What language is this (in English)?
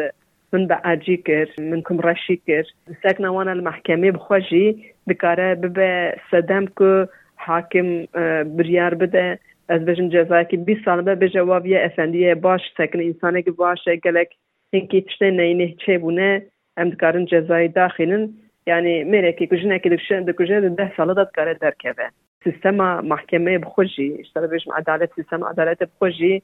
Kurdish